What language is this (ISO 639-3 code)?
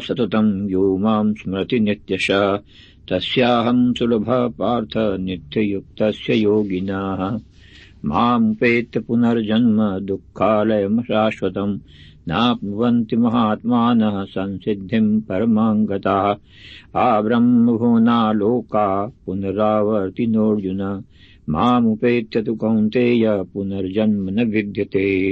san